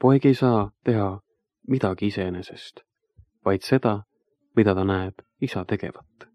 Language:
Estonian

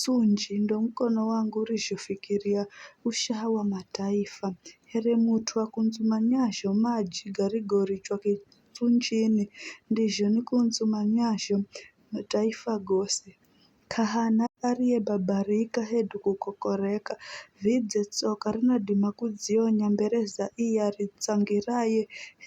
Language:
Giryama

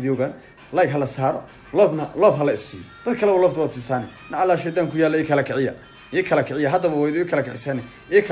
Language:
Somali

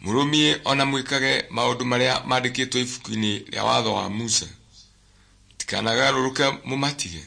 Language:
Kikuyu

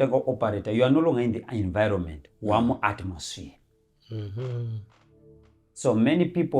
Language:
Shona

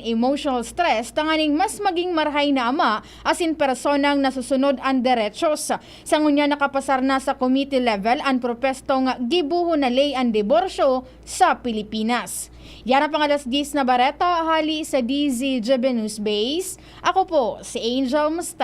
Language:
Bikol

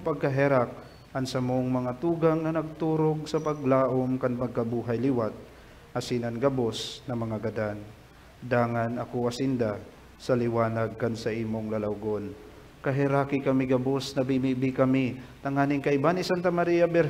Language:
Bikol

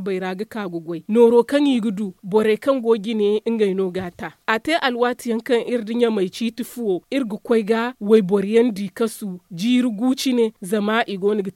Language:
Zarma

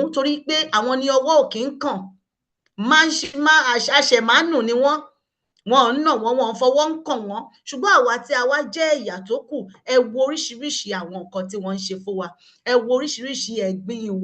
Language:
Yoruba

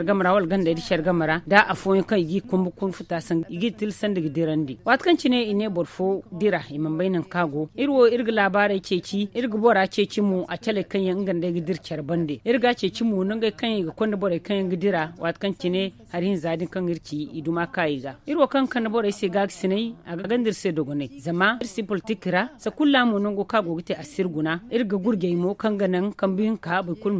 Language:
Zarma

